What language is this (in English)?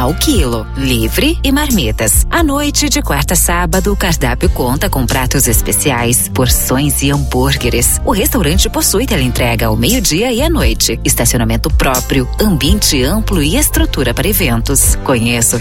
Portuguese